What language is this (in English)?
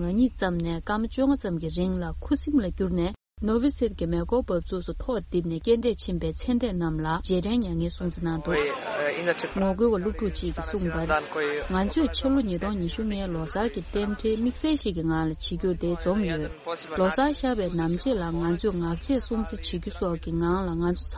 Tibetan